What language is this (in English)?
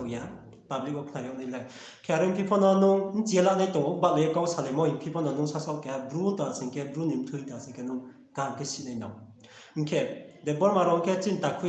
Riang (India)